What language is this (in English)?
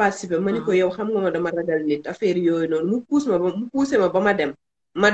Wolof